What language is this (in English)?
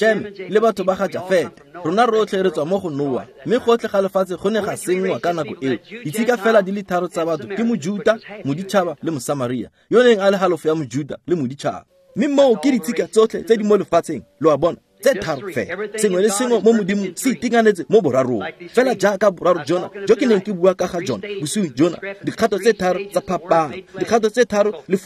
Tswana